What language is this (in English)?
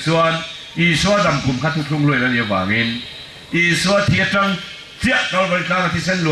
Falam Chin